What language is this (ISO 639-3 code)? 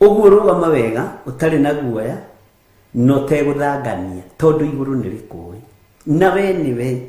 kik